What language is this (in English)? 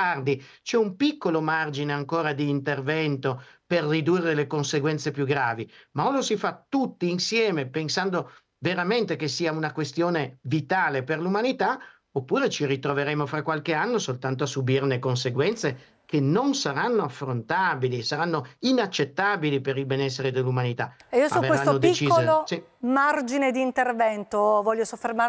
Italian